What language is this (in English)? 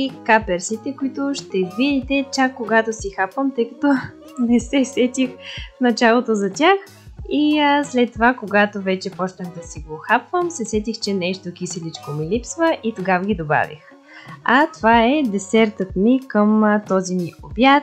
Bulgarian